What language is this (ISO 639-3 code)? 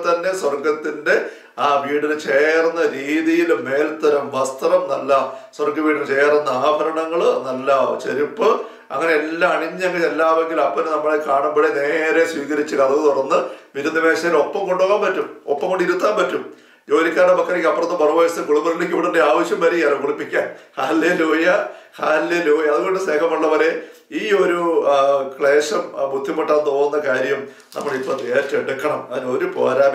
mal